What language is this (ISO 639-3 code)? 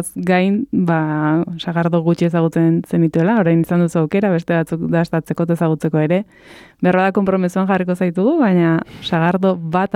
eus